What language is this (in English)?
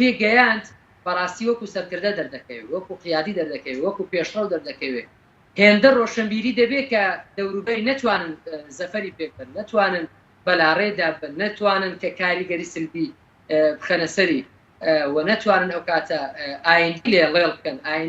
Central Kurdish